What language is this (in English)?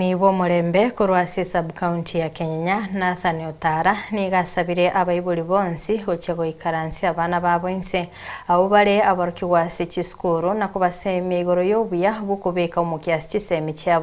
Gusii